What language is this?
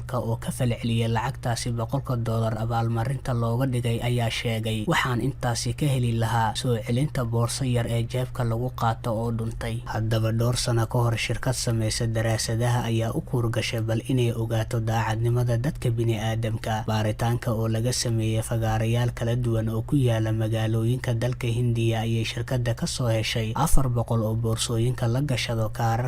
Somali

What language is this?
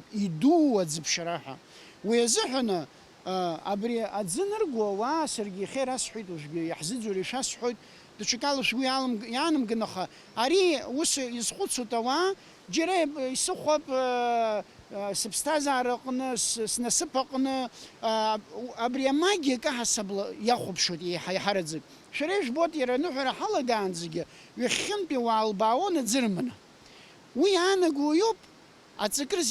Abkhazian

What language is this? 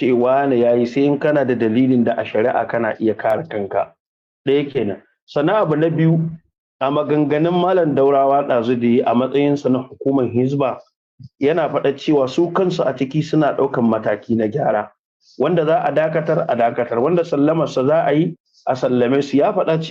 Hausa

